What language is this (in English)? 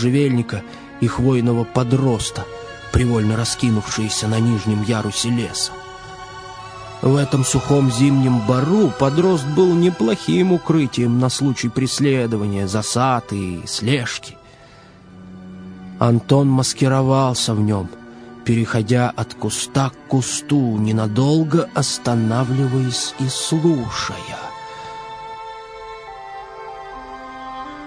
Russian